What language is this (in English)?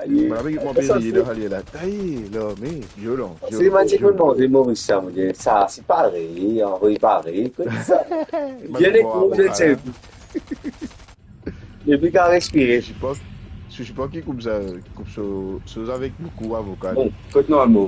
Morisyen